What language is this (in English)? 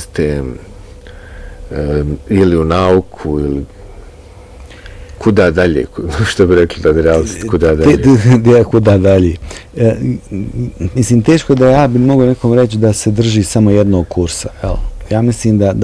Bosnian